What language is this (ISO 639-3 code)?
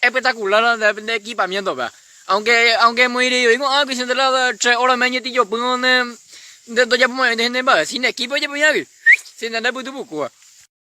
grn